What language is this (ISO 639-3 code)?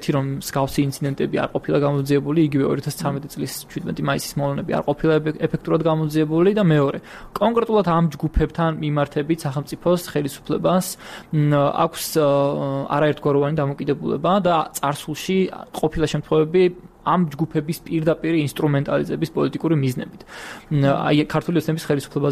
kat